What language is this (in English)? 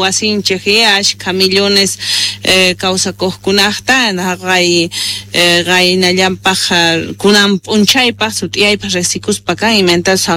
Quechua